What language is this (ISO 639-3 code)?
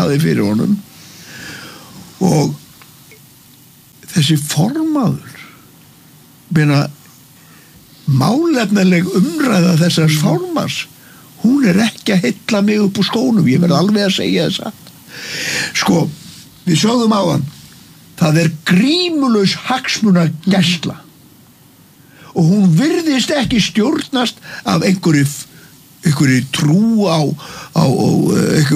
isl